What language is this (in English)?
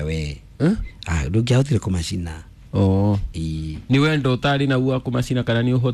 Kikuyu